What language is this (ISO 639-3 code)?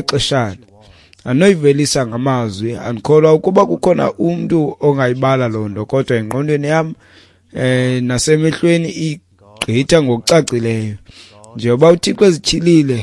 xho